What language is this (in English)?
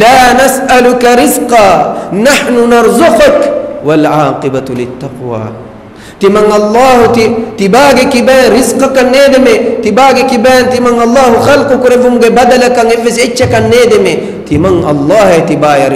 Divehi